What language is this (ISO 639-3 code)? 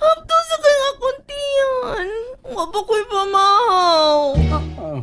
ceb